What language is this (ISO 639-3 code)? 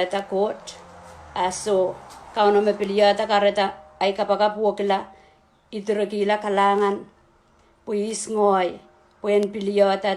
pon